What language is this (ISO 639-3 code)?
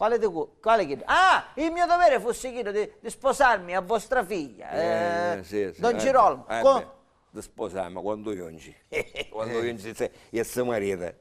scn